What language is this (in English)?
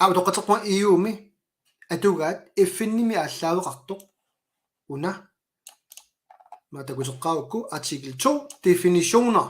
Kalaallisut